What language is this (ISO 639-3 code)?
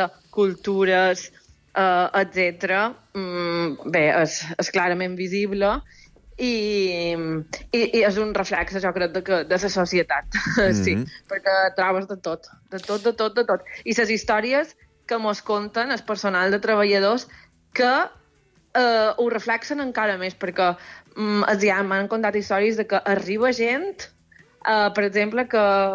cat